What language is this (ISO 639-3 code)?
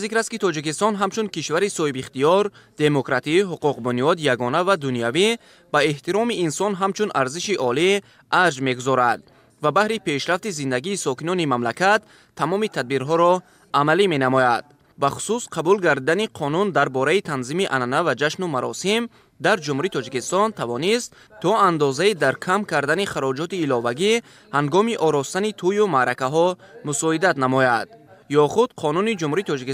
tgk